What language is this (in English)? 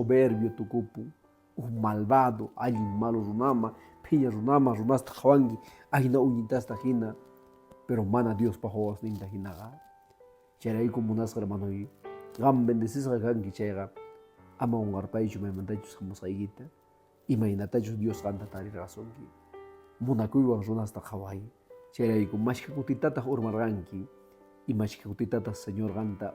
Quechua